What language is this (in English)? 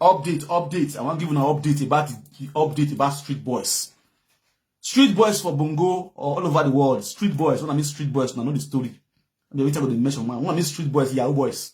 Nigerian Pidgin